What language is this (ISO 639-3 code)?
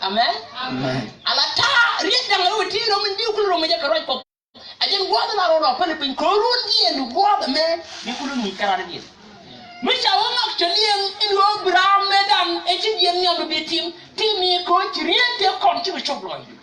nus